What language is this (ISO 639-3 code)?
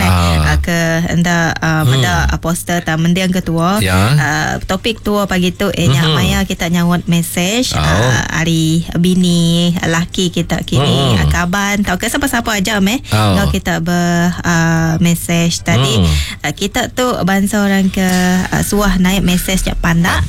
iba